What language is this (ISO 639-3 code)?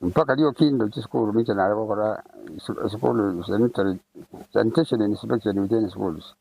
guz